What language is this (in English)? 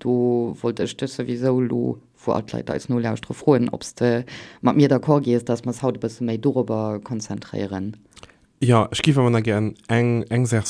Luxembourgish